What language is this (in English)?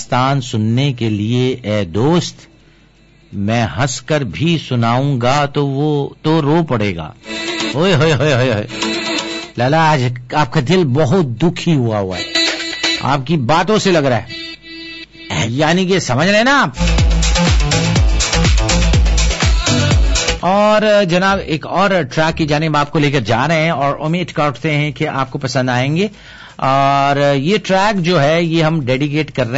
Urdu